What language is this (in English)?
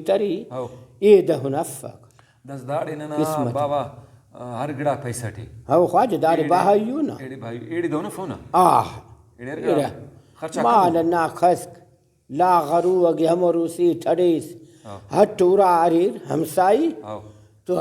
Brahui